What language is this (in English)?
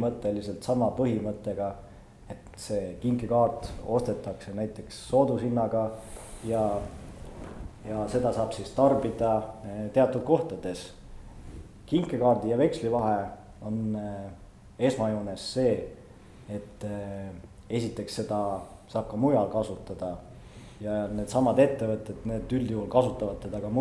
Estonian